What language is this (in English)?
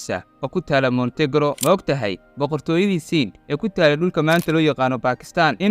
Somali